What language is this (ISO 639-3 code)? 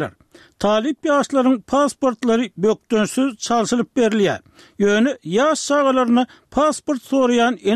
tuk